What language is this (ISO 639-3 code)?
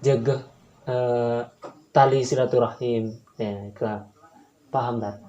mad